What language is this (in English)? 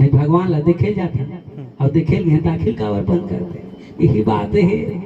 Chhattisgarhi